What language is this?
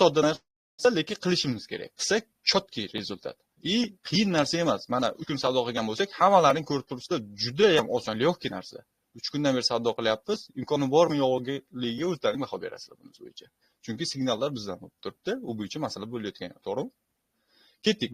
Uzbek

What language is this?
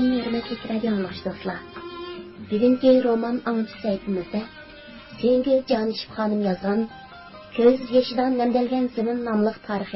Uyghur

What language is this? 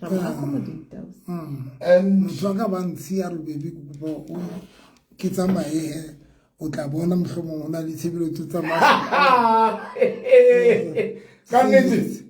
Southern Sotho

